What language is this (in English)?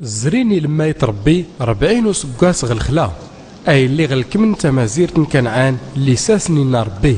Tachelhit